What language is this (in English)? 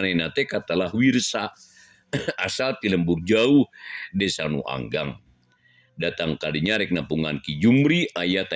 Sundanese